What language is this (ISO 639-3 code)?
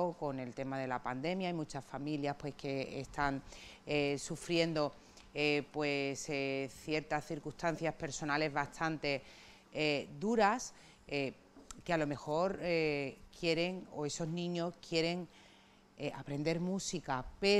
spa